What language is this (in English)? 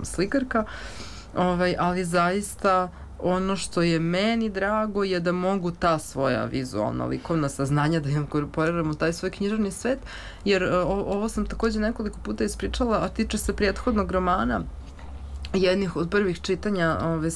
Serbian